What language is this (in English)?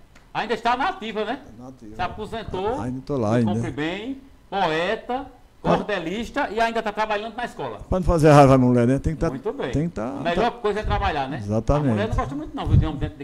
Portuguese